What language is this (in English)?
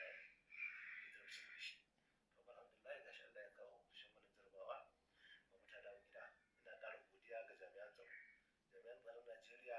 Hausa